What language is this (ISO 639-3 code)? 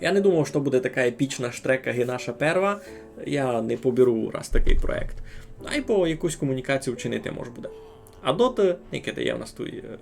rue